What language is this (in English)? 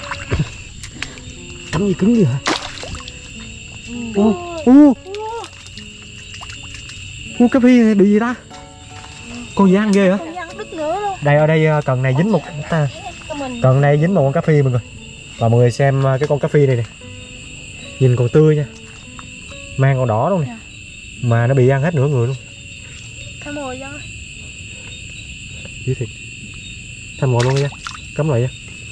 Vietnamese